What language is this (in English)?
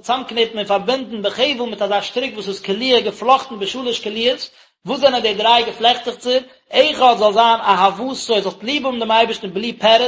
Yiddish